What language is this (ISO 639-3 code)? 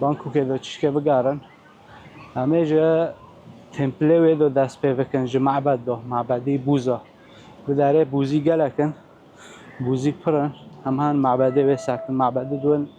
kur